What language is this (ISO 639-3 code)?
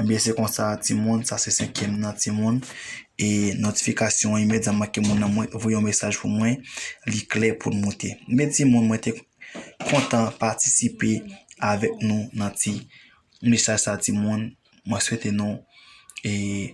hat